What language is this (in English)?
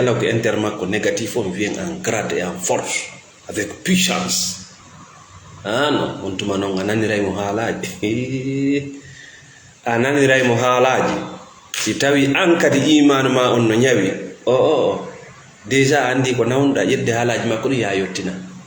Fula